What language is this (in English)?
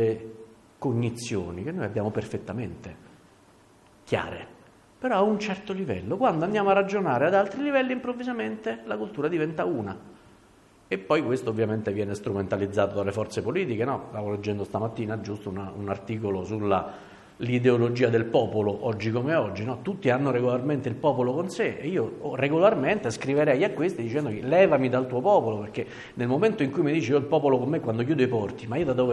Italian